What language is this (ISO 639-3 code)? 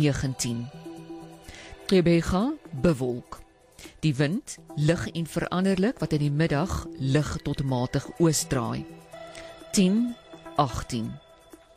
afr